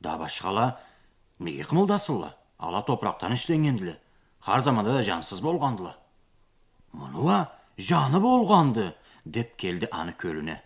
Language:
Karachay-Balkar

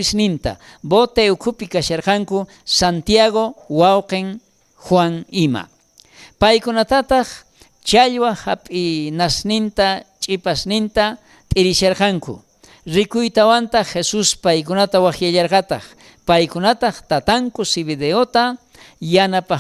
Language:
South Bolivian Quechua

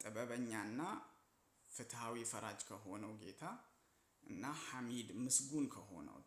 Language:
Amharic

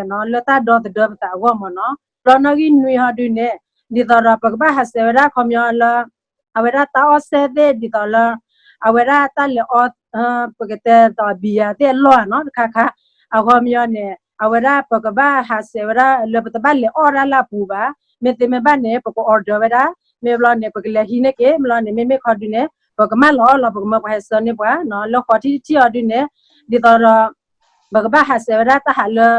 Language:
S'gaw Karen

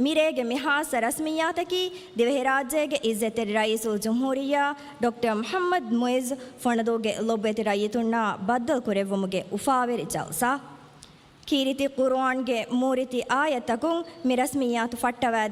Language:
Divehi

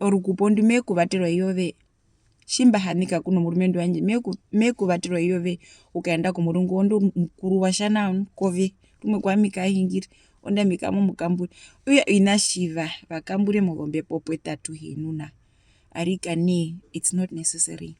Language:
Herero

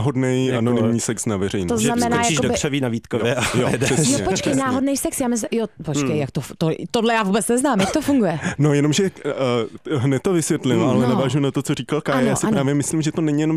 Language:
Czech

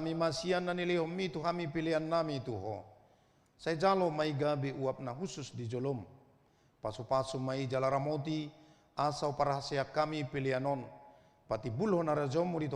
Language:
Batak Toba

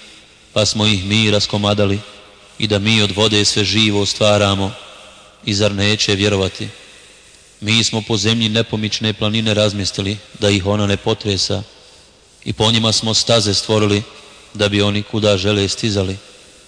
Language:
Bosnian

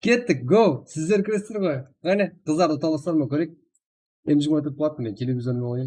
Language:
Kara-Kalpak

